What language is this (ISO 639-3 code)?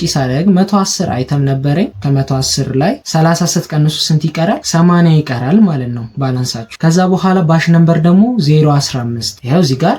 amh